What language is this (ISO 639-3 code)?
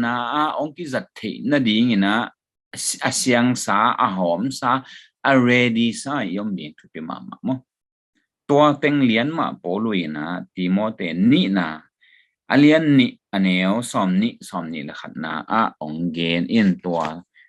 ctd